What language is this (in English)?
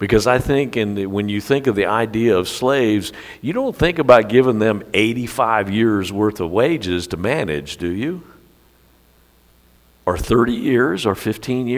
English